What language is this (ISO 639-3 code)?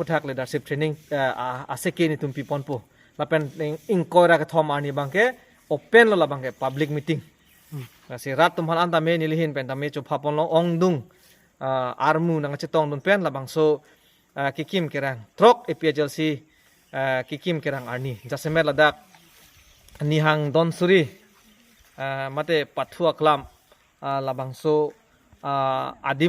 mjw